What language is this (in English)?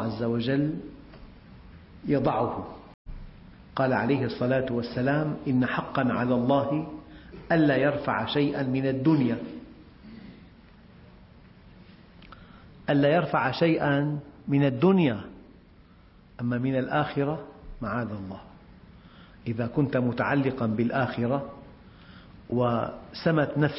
Arabic